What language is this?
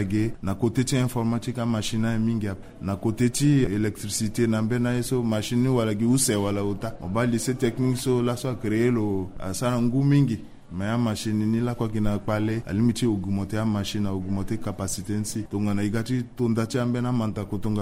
Sango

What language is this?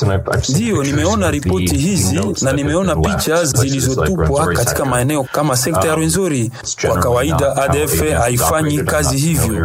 Swahili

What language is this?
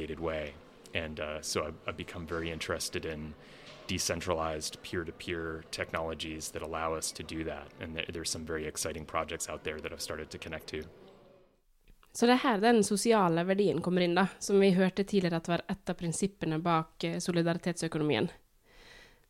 Norwegian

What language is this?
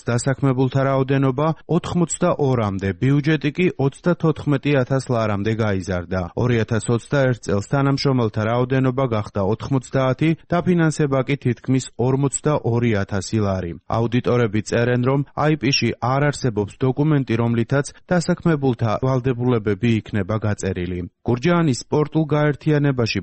Georgian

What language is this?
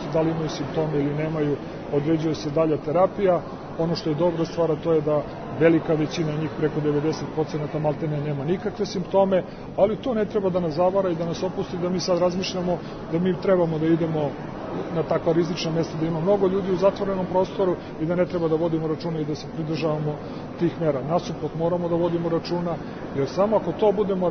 Serbian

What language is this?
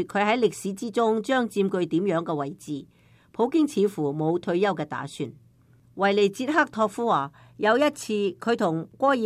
Cantonese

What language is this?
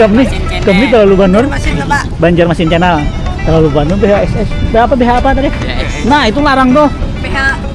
Banjar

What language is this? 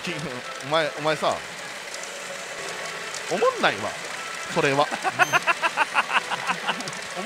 Japanese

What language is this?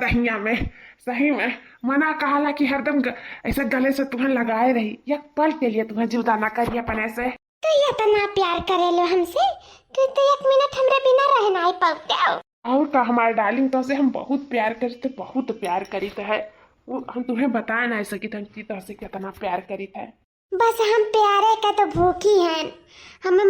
Awadhi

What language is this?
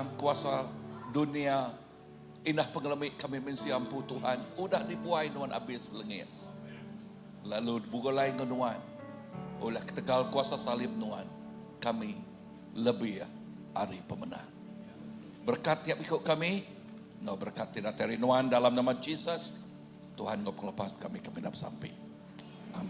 Iban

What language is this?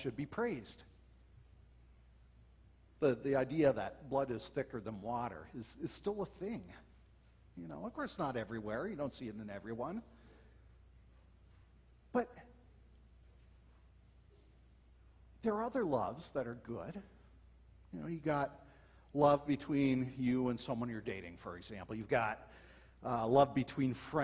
English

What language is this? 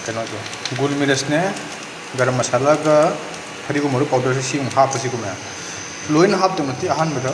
Manipuri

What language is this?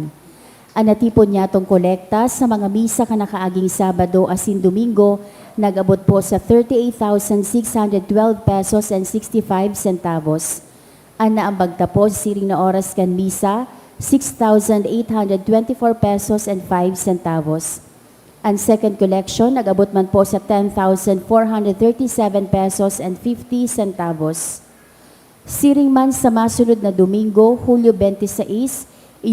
Bikol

